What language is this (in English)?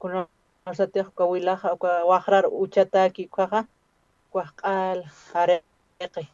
Aymara